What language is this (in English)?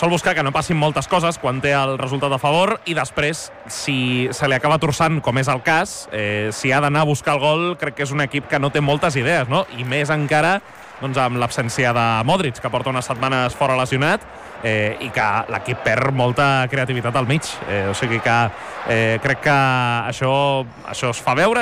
Catalan